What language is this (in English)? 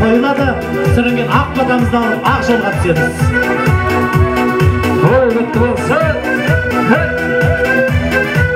Kazakh